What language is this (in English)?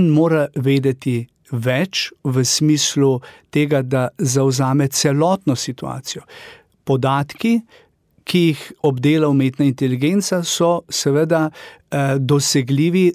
Slovenian